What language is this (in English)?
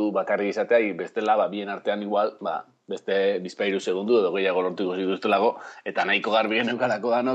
Basque